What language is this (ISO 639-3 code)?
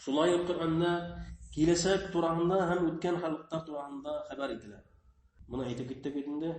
bak